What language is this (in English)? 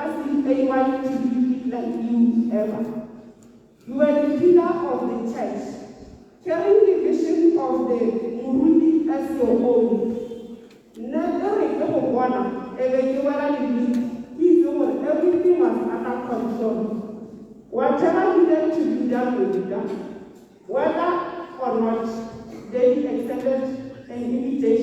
Tswana